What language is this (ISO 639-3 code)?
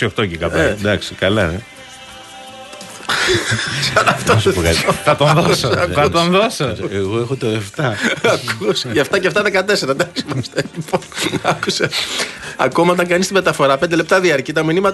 ell